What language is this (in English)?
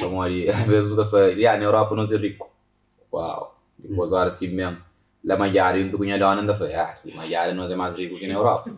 Kabuverdianu